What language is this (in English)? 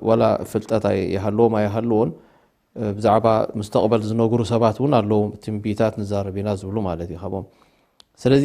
Tigrinya